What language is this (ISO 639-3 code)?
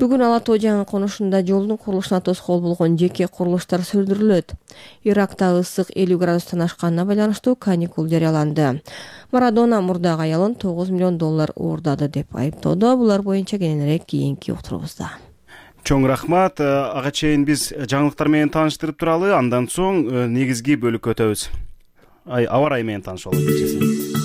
kir